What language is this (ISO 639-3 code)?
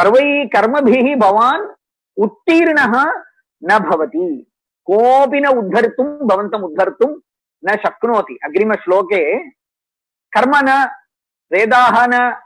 san